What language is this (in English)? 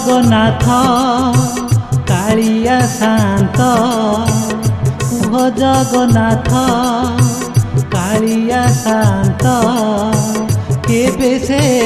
Odia